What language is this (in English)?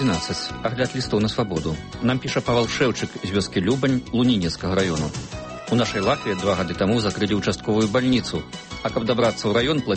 Belarusian